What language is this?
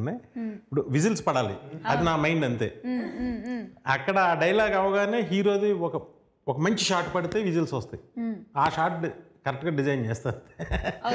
Telugu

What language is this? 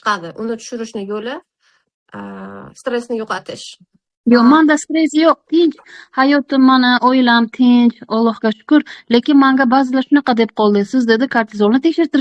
Uzbek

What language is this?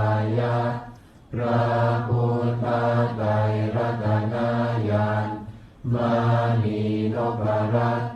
Pali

